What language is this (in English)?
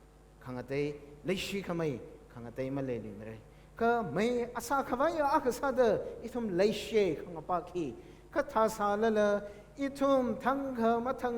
Tangkhul Naga (India)